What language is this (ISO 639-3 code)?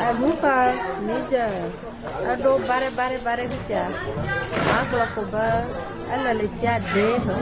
ewe